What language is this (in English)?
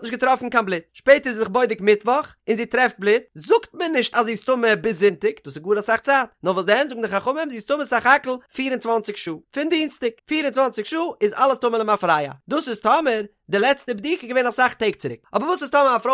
Yiddish